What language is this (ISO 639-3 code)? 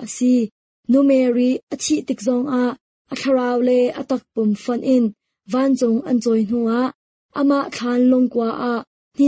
cnh